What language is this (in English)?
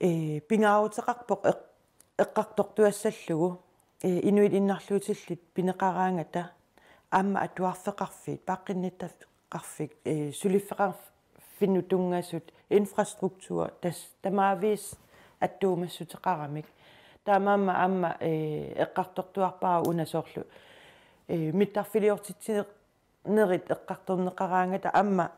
Kalaallisut